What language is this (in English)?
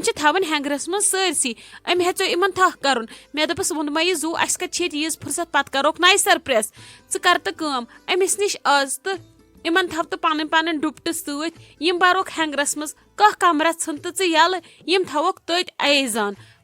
Kashmiri